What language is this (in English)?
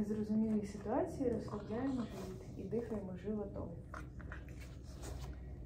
Ukrainian